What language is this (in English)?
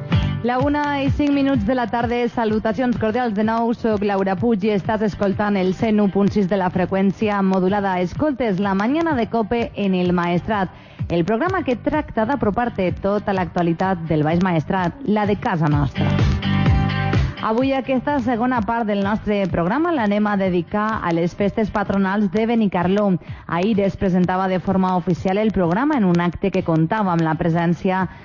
Catalan